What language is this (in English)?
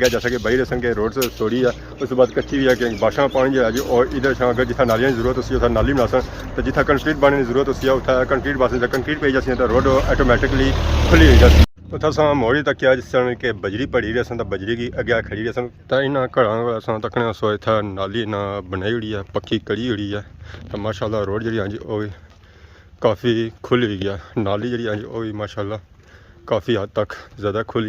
Pahari-Potwari